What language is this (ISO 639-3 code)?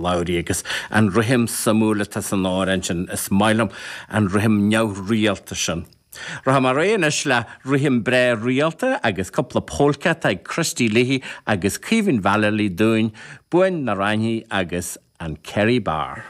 gle